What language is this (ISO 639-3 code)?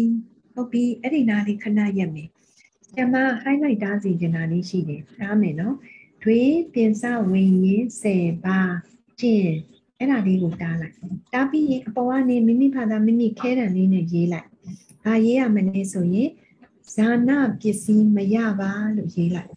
mya